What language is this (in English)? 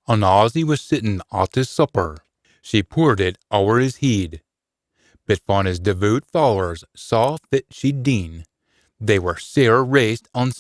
Scots